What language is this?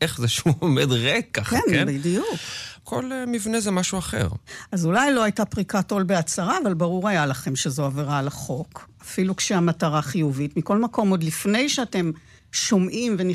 Hebrew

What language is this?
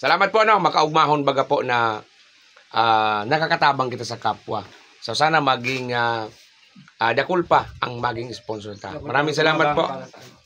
Bikol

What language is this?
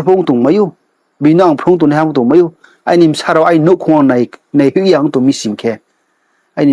Riang (India)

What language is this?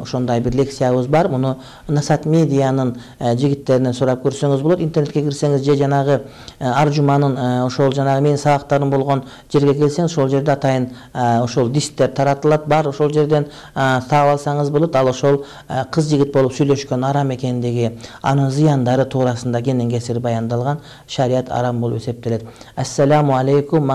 Kyrgyz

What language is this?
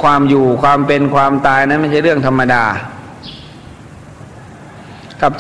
Thai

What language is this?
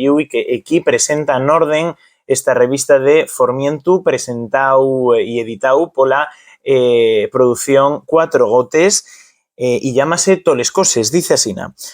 Asturian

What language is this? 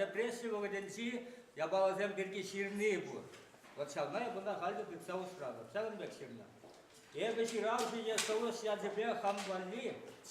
Chuvash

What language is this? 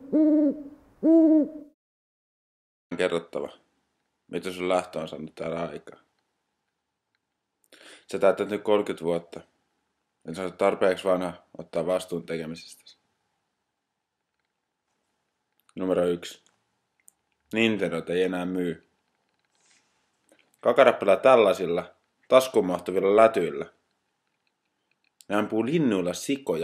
Finnish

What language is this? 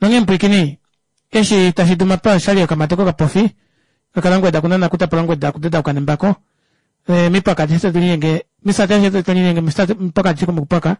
Kuanyama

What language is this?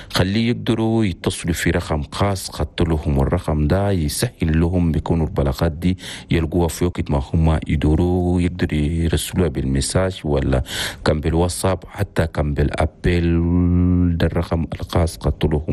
Chadian Arabic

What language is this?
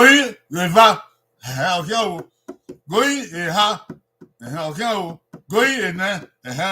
Bini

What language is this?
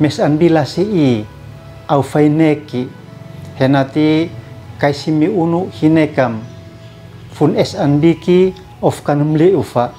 Uab Meto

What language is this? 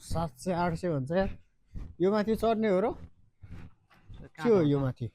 Nepali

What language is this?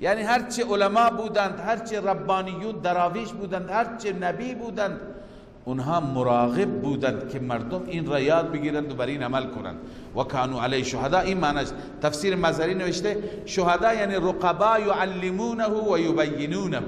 Persian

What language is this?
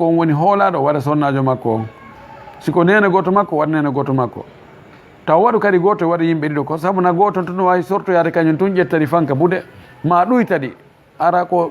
Fula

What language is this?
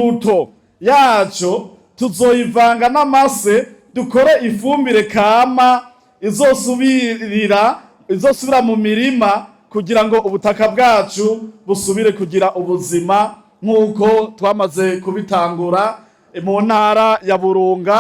Rundi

